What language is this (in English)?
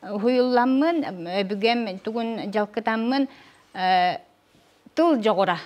Yakut